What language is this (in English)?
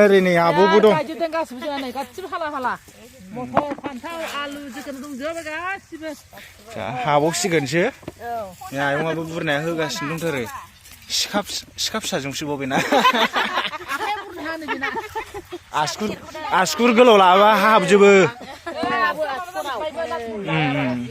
Bodo